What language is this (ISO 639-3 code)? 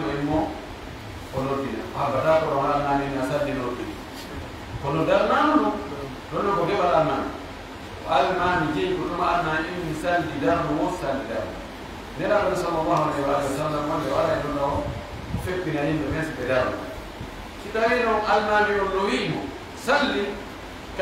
fuf